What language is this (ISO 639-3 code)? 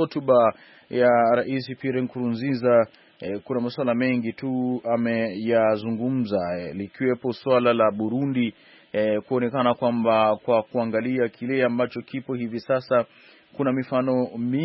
swa